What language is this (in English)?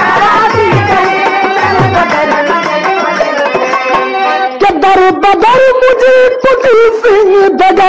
Bhojpuri